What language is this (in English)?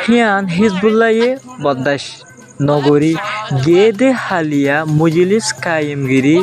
Rohingya